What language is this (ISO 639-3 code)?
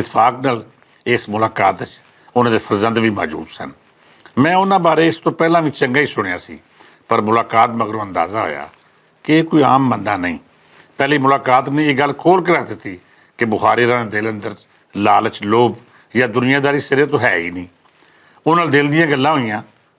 lah